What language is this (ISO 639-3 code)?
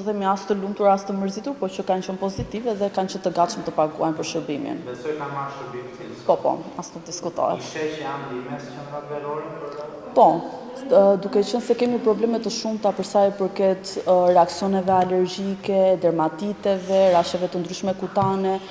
sqi